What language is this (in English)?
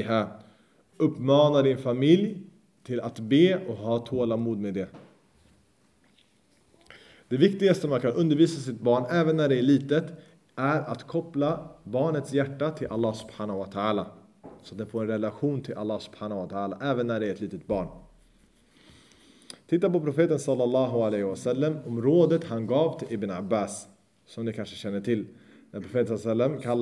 Swedish